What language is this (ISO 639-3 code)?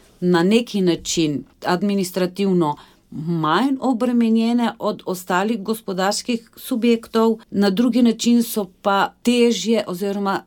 slv